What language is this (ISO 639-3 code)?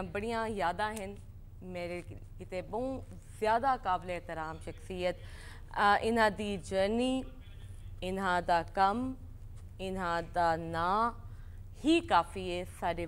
skr